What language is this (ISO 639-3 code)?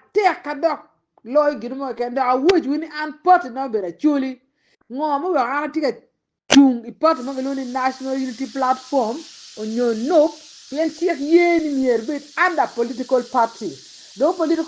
ach